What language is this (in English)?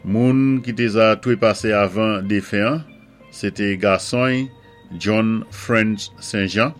Saint Lucian Creole French